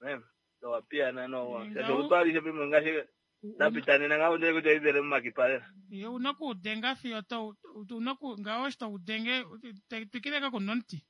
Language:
Kuanyama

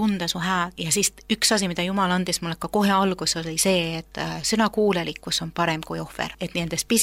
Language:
Estonian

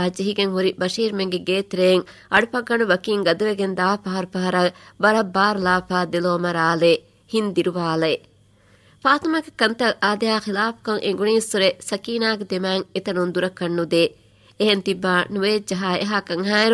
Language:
Divehi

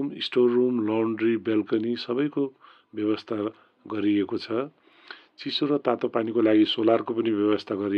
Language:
Nepali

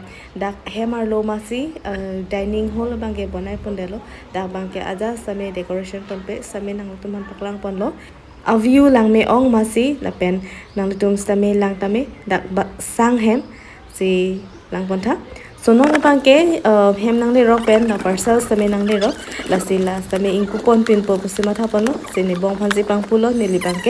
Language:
Karbi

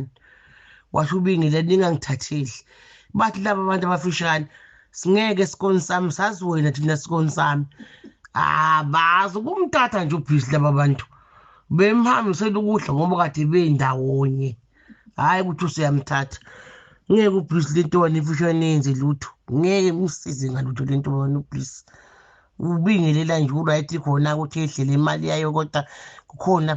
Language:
Zulu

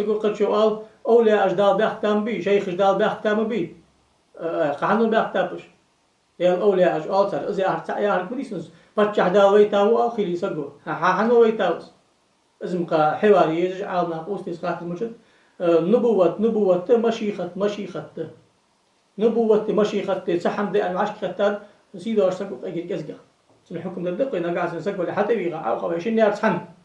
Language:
Ingush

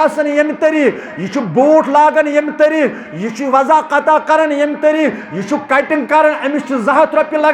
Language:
Kashmiri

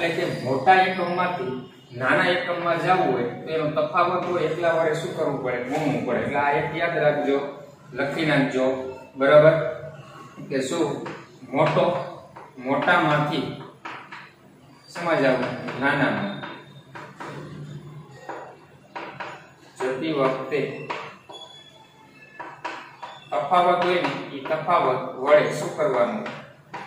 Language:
Gujarati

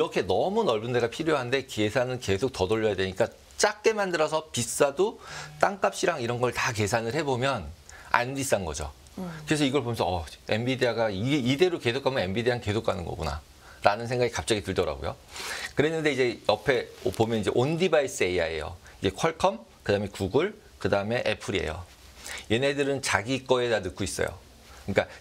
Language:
Korean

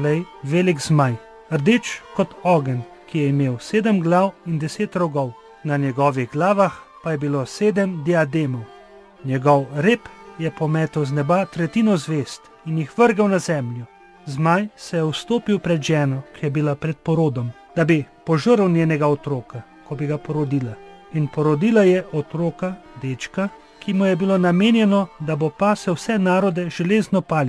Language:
Slovenian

